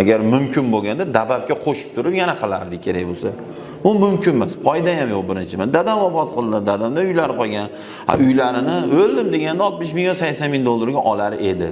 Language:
Uzbek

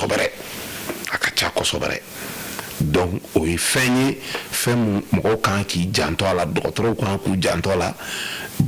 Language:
Bambara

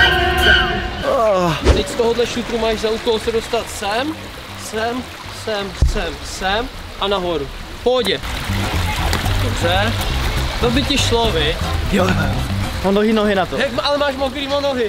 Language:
Czech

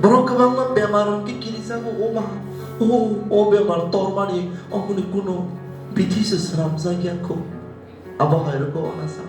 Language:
Kok Borok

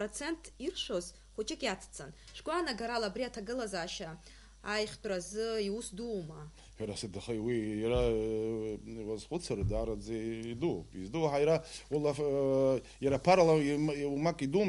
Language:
Abkhazian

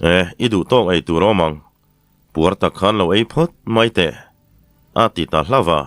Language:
Mizo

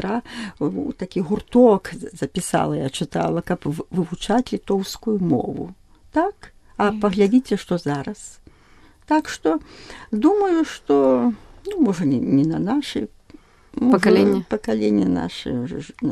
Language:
Belarusian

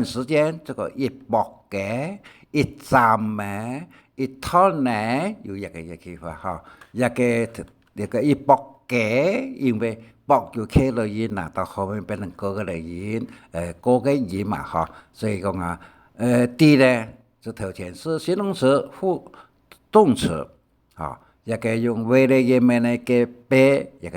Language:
Hakka Chinese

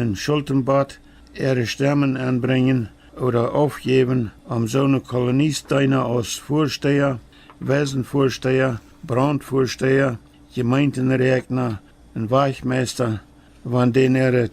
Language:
Plautdietsch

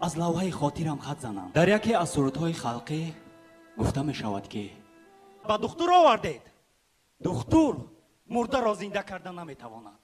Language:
Tajik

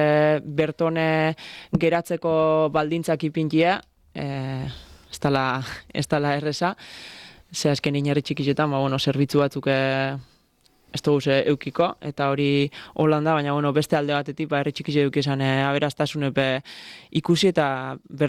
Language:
Basque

